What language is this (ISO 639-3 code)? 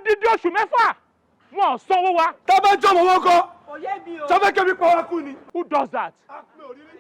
yor